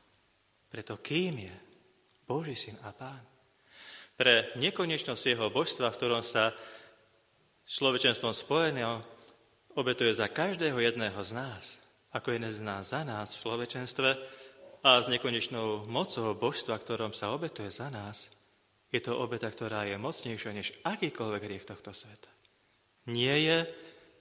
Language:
Slovak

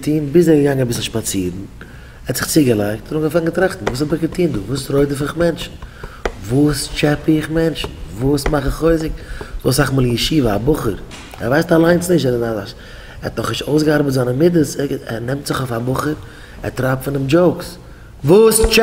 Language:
Yiddish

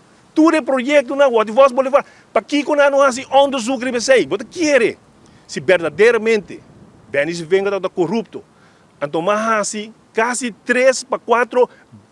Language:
Papiamento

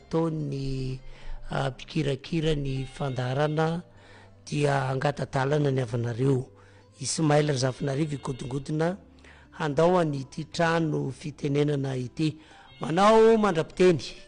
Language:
Malagasy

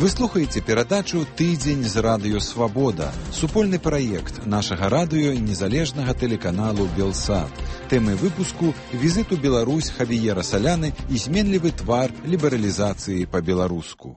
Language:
Belarusian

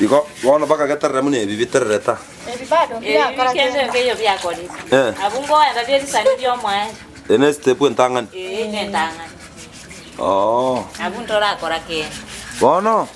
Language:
Gusii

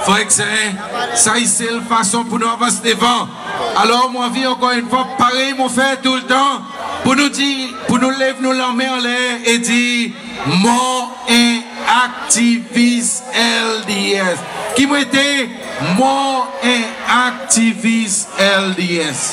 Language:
Seselwa Creole French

